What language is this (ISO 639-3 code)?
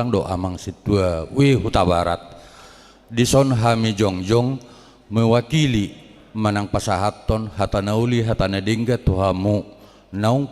bbc